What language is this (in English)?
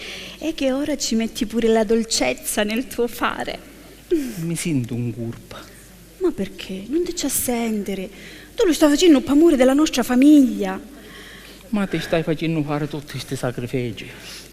Sicilian